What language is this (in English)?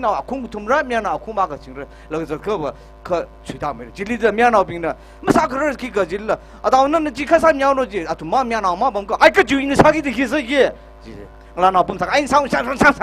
Tangkhul Naga (India)